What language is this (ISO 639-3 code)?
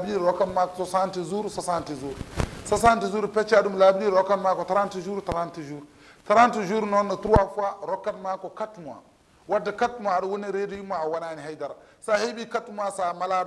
ful